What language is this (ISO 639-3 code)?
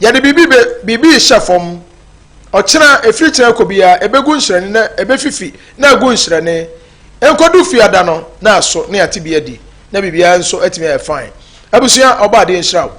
aka